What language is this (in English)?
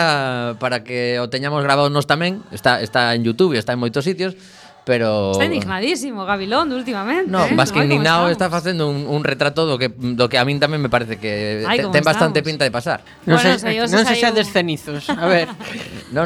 Galician